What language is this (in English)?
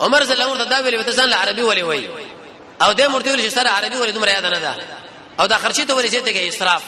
Pashto